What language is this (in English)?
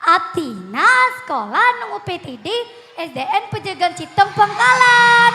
Madurese